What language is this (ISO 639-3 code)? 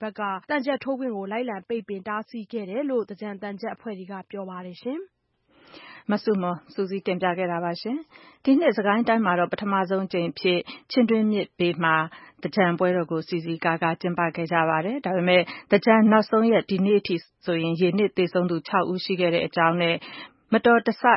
mya